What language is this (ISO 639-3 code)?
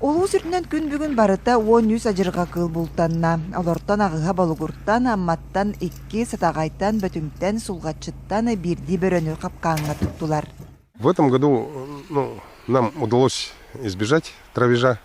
sah